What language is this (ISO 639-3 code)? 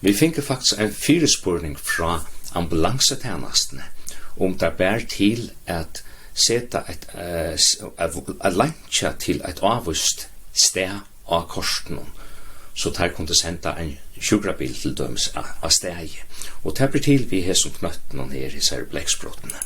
fao